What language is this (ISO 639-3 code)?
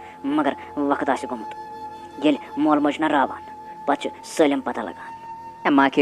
kas